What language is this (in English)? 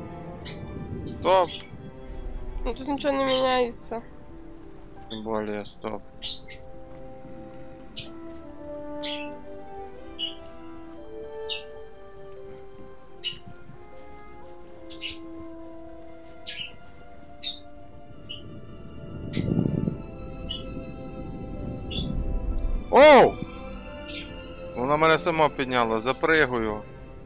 Ukrainian